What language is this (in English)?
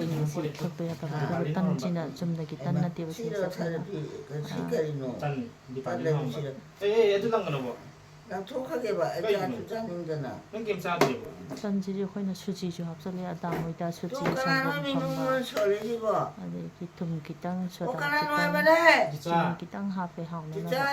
Manipuri